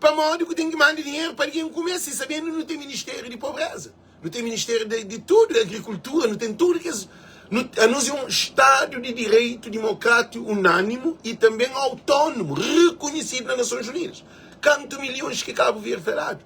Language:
Kabuverdianu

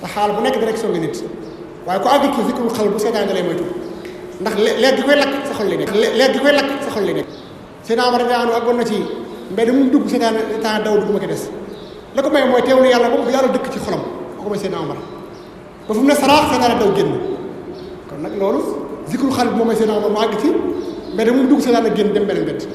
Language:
Wolof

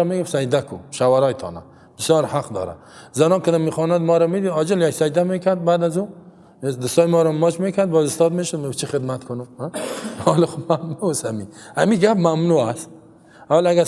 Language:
Persian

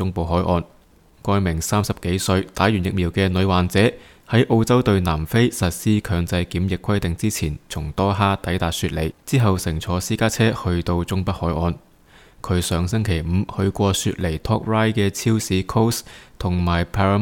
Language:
Cantonese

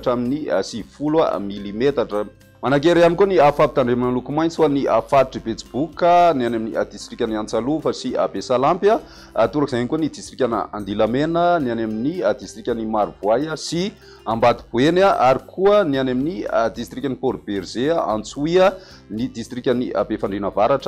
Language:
Malagasy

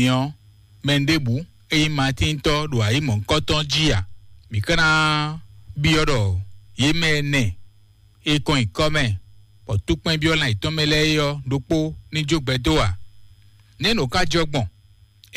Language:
Fon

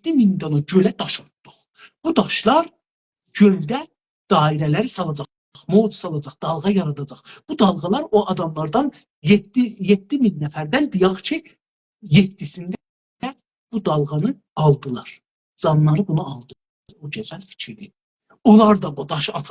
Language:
South Azerbaijani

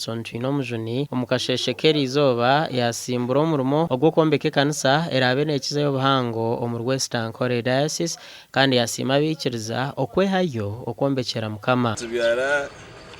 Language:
Nyankole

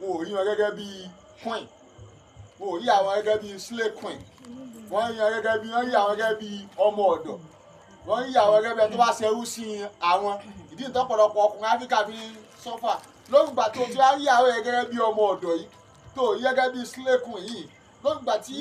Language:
Yoruba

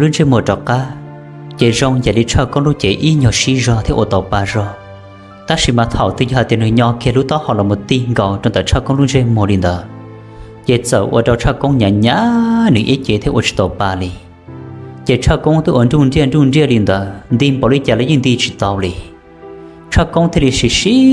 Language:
Hmong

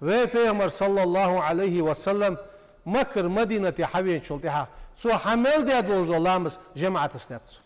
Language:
Ingush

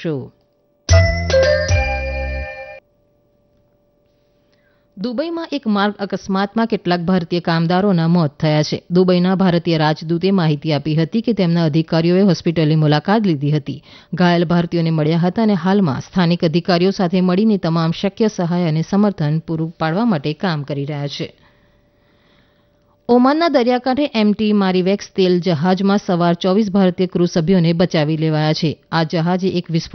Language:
Gujarati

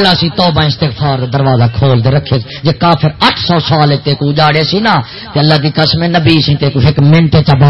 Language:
Saraiki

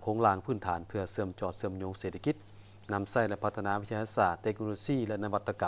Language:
Lao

